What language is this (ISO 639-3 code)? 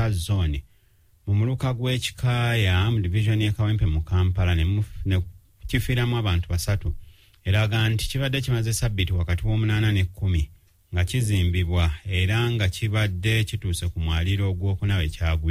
lug